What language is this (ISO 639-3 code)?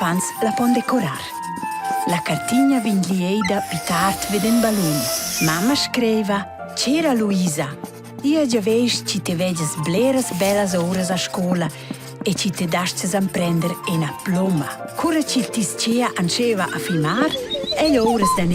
roh